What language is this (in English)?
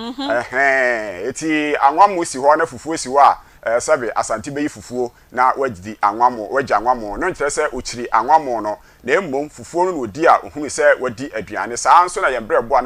Akan